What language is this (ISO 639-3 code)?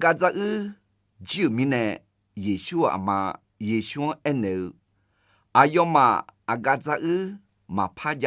ahk